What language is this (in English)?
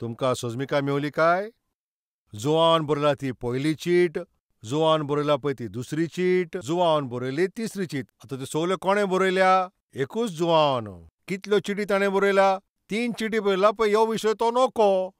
Konkani